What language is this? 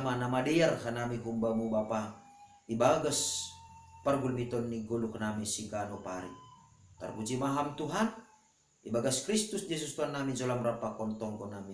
Batak Simalungun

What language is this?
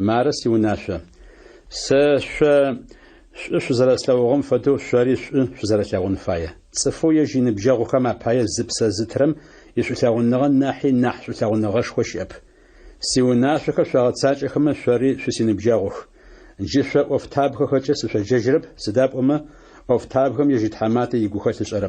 Adyghe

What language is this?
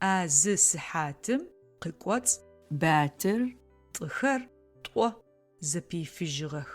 Adyghe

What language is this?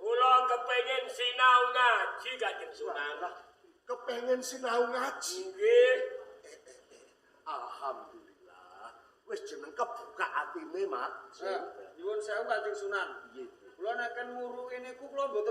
Javanese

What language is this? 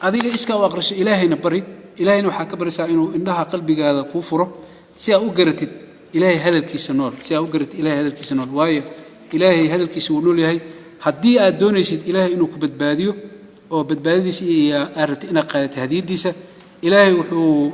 Somali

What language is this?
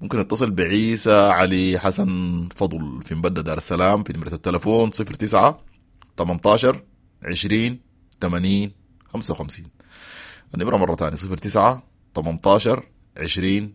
Sudanese Arabic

